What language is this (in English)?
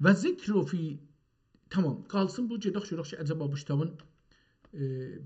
South Azerbaijani